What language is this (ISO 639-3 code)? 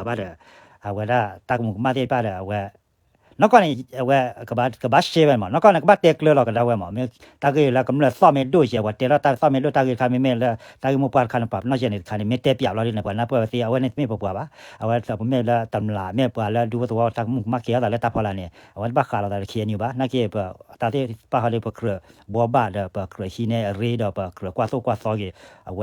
ksw